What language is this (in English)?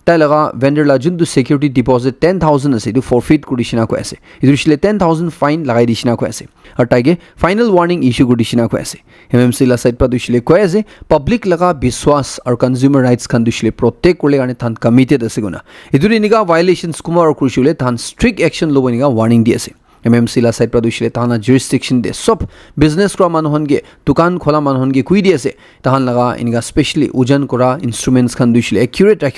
Naga Pidgin